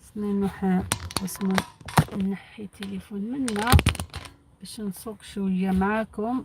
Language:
Algerian Arabic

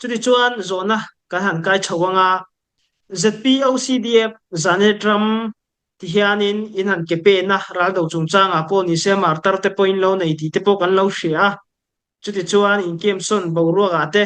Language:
Falam Chin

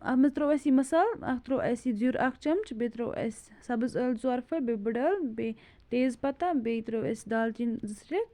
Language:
Kashmiri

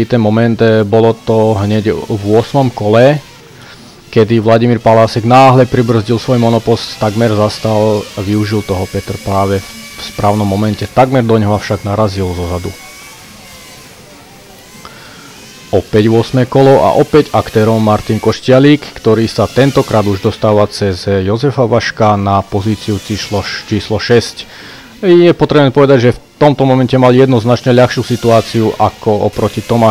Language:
Slovak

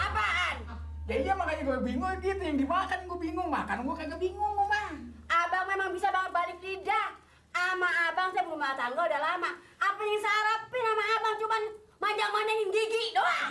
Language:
Betawi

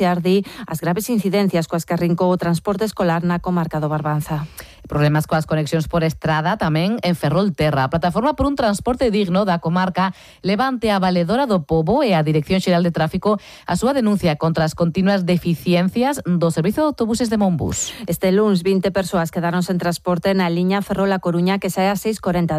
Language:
Galician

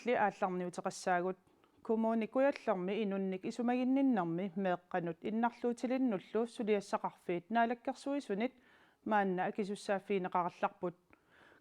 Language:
Kalaallisut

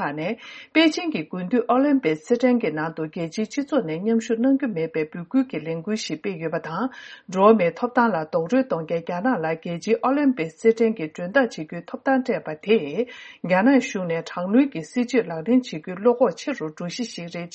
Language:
Tibetan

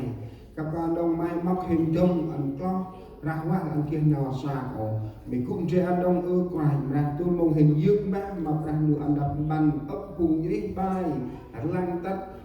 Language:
Central Mnong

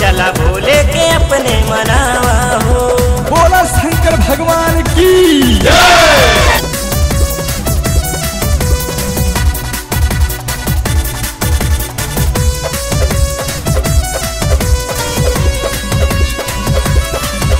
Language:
Bhojpuri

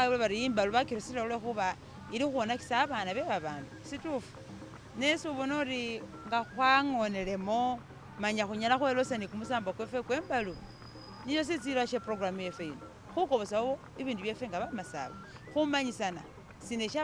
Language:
Masaaba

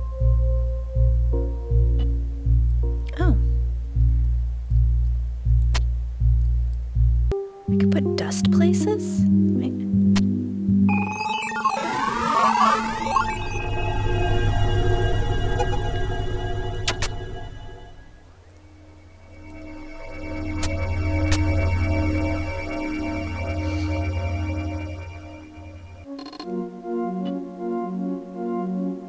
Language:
English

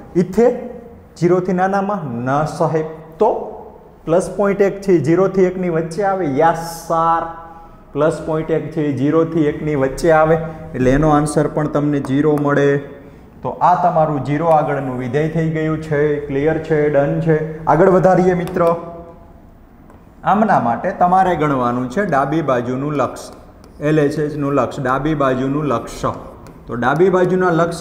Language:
Gujarati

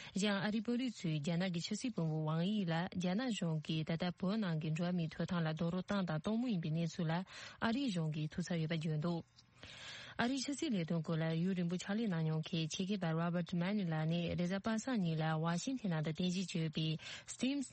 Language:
Tibetan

